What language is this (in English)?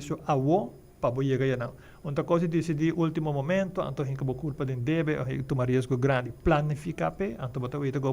Papiamento